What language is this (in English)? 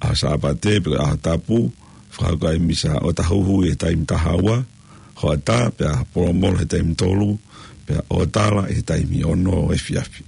Tongan